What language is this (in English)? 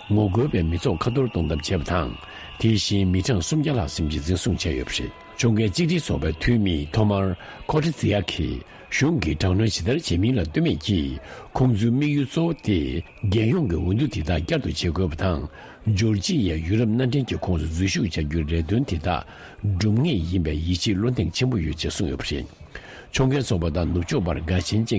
Tibetan